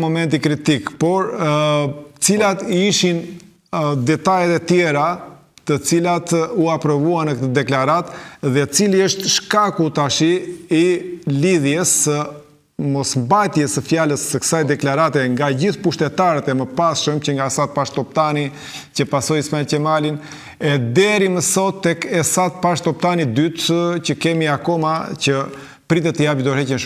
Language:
Albanian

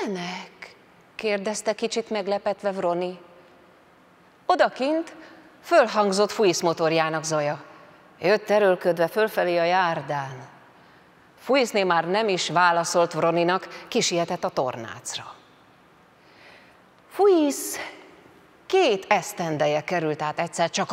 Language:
Hungarian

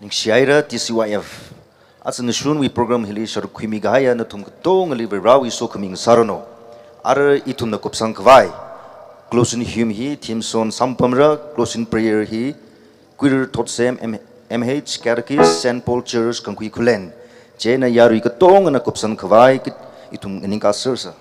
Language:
Tangkhul Naga (India)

